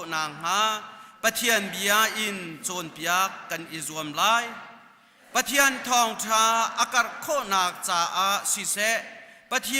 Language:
Hakha Chin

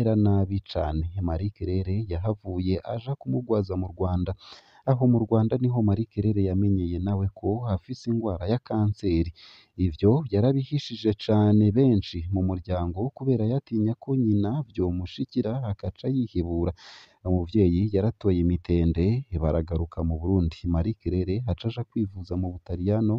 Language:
Rundi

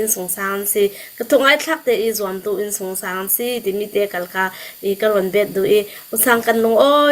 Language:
Hakha Chin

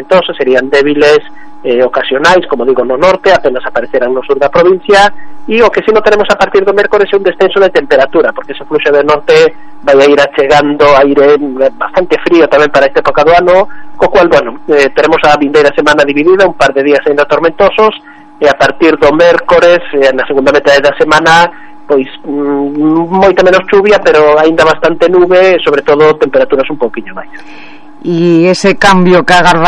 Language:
Galician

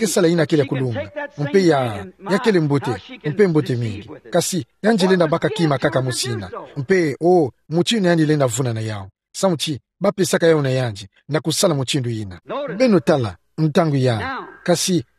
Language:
Kituba (Democratic Republic of Congo)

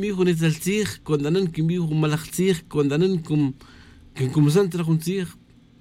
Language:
Tz'utujil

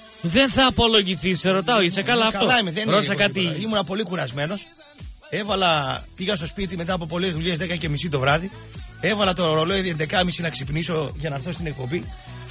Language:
Greek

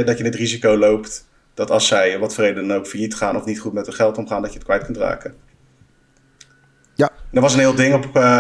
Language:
Dutch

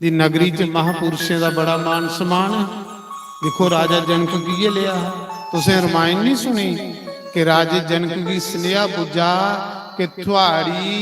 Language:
Dogri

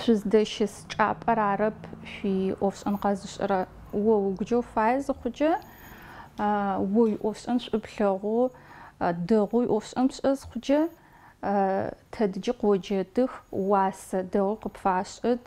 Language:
Adyghe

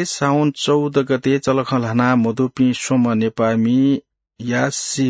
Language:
Newari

